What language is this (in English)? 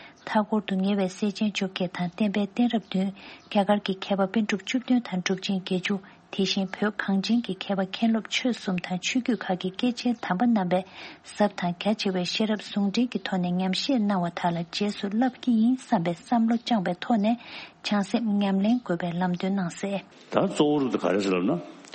Tibetan